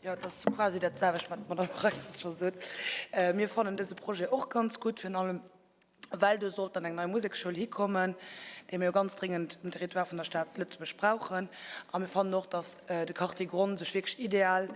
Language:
Luxembourgish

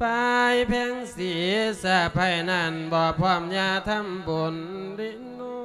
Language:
Lao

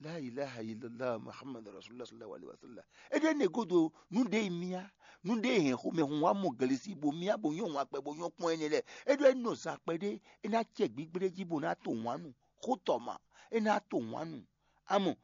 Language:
Fon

